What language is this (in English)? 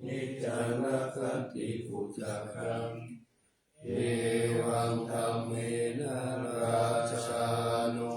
Pali